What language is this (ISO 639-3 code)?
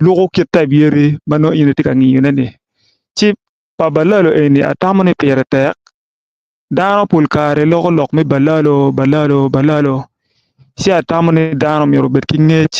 ach